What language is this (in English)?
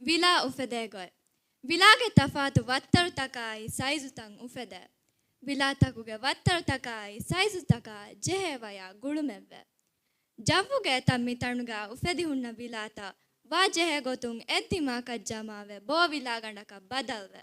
Divehi